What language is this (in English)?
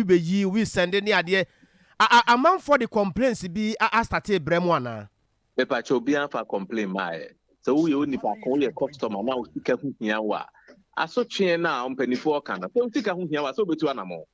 Akan